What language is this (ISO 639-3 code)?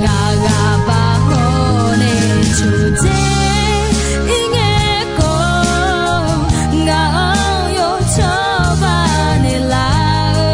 ahk